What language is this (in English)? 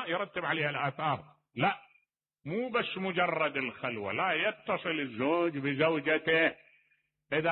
Mesopotamian Arabic